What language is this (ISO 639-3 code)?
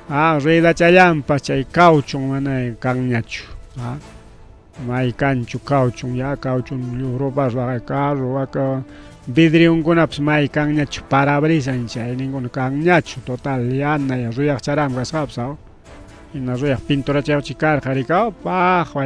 quy